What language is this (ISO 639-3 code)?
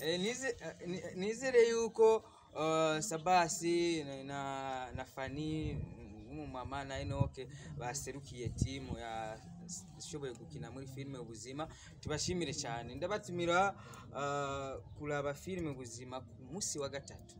run